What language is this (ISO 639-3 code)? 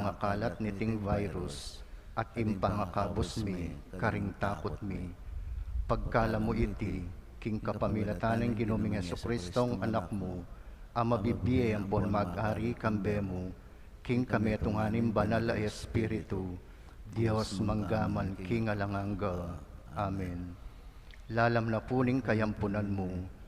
pam